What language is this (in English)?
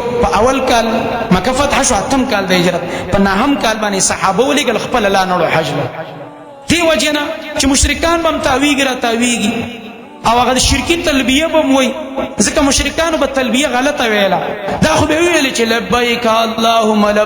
Pashto